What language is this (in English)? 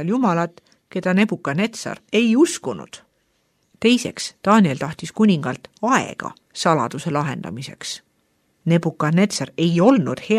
Estonian